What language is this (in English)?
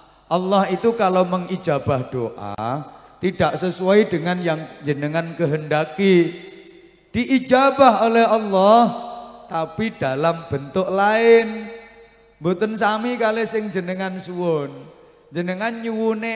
Javanese